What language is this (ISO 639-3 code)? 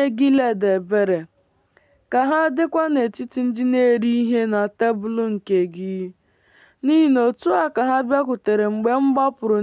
ibo